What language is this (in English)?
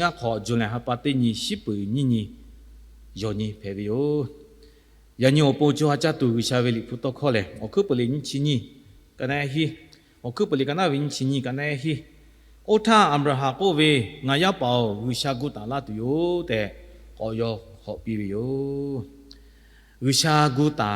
Lahu